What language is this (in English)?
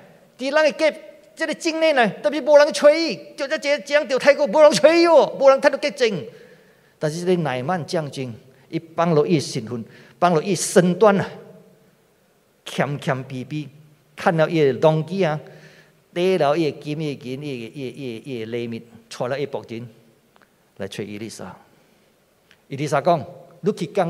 Min Nan Chinese